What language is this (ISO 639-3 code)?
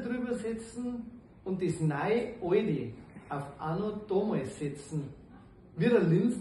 bar